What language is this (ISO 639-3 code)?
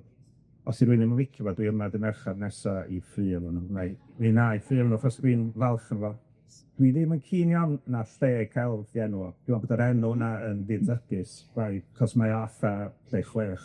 cym